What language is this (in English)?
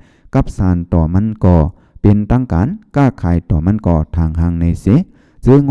Shan